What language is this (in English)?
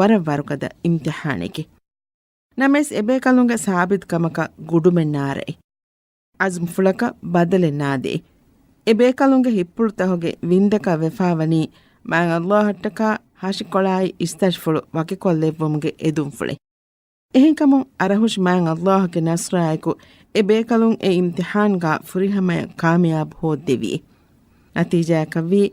Divehi